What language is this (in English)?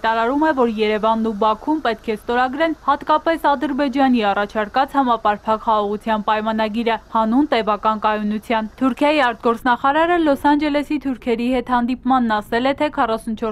Armenian